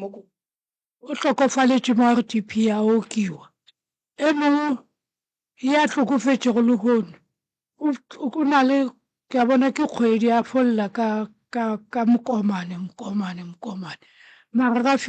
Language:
Northern Sotho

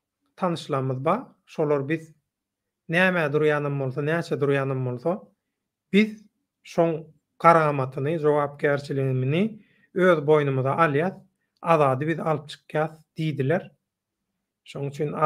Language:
Turkmen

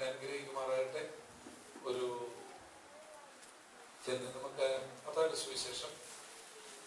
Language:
Malayalam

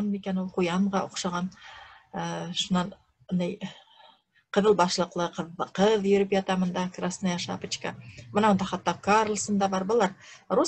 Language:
Bashkir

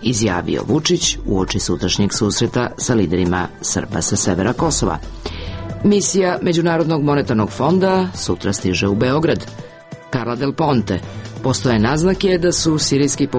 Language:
Serbian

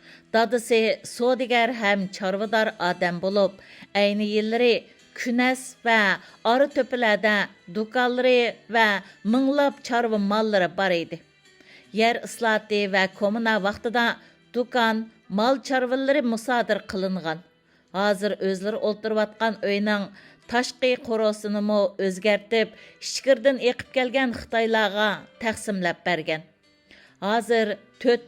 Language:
Uyghur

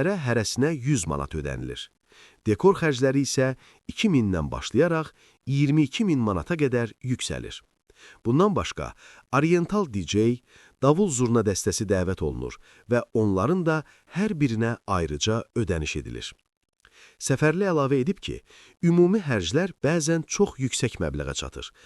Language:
Azerbaijani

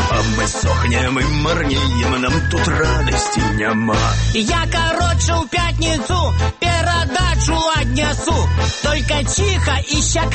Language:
Belarusian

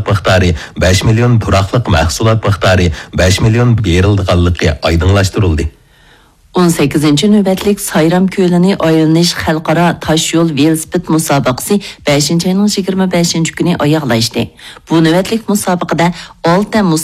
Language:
Uyghur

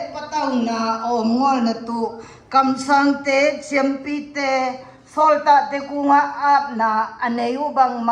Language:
Siyin Chin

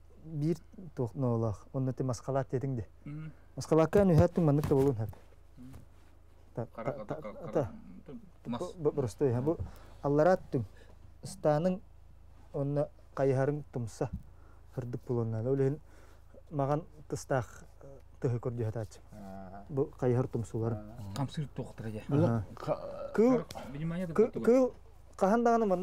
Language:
Yakut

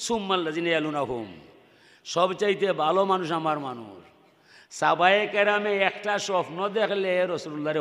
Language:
Sylheti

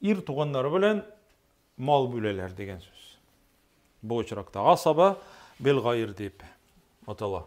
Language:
Tatar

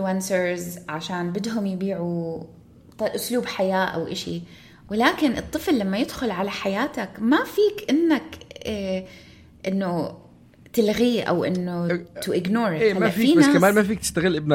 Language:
North Levantine Arabic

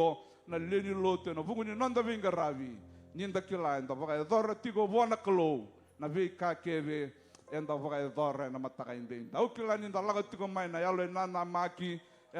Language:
Fijian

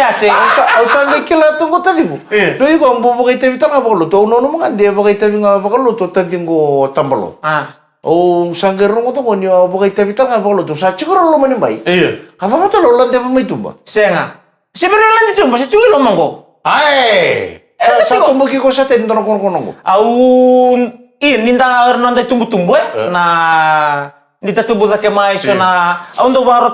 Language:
Fijian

